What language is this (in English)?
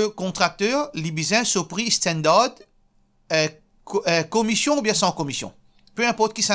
Morisyen